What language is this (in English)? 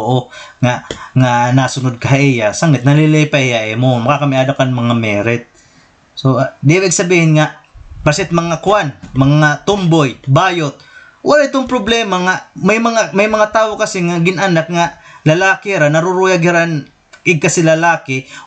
Waray